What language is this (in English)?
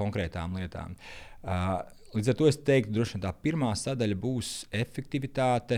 Latvian